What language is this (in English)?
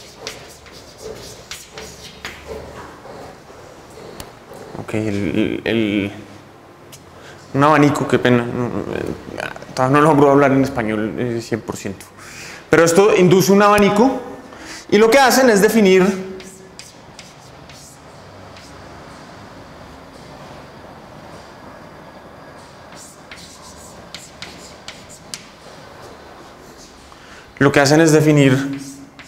Spanish